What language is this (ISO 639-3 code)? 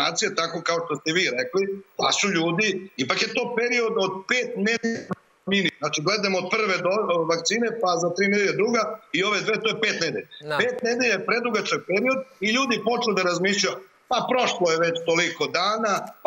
srp